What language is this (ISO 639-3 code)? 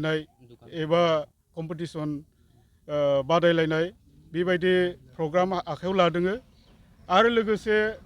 brx